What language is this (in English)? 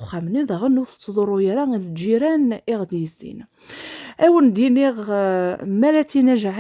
Kabyle